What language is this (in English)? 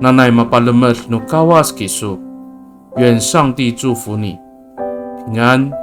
Amis